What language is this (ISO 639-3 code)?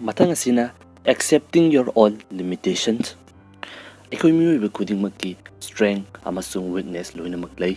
mni